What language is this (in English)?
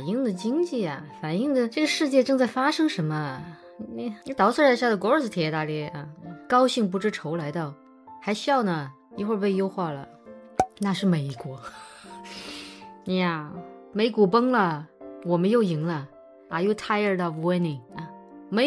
Chinese